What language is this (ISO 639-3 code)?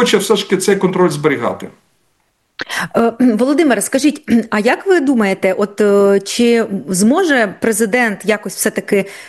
ukr